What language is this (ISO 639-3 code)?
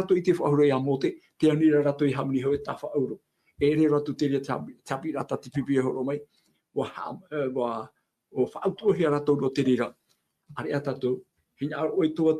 tah